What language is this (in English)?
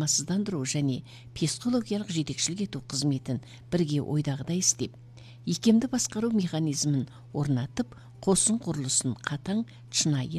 Kazakh